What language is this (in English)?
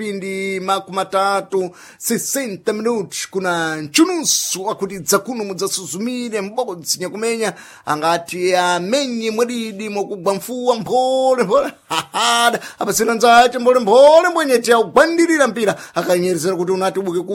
Sena